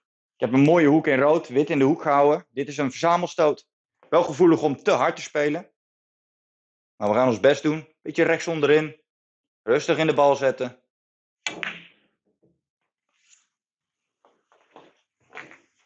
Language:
Dutch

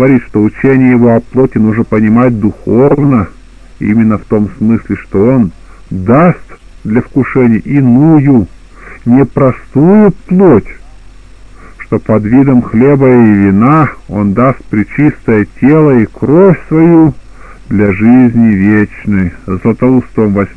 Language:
Russian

